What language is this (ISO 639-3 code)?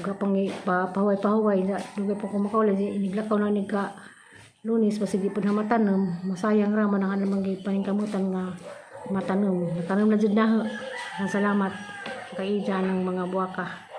ceb